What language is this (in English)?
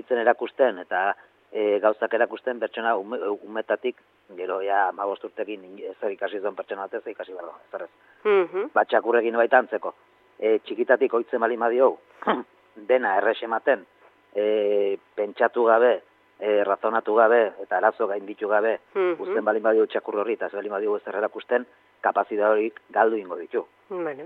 Basque